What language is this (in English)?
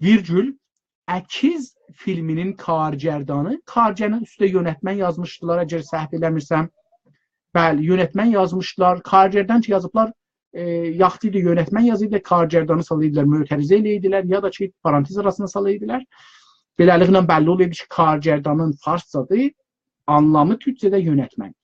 South Azerbaijani